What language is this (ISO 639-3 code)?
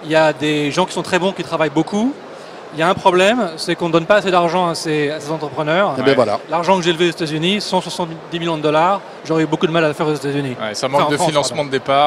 fra